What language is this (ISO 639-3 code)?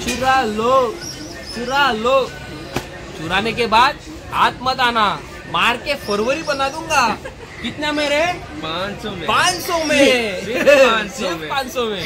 kok